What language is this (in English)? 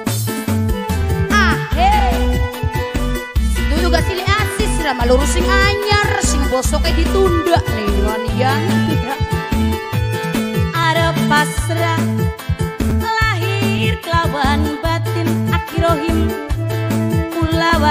Javanese